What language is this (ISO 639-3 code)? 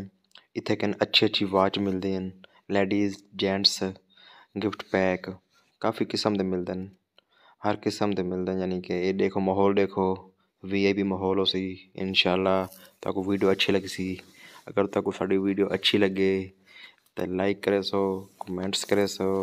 skr